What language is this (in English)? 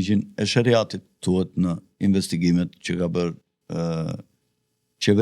Albanian